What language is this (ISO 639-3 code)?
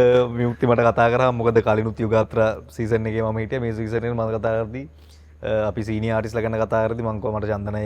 sin